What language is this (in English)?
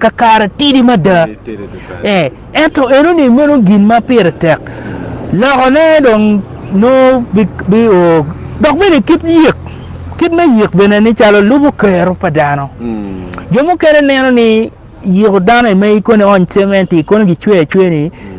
Acoli